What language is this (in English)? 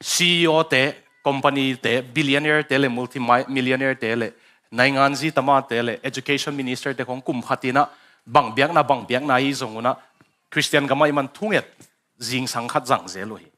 Tedim Chin